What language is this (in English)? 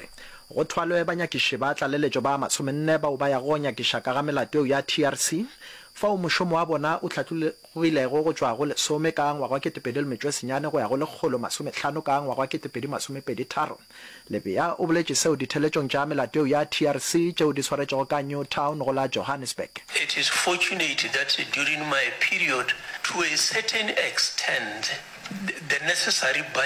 Northern Sotho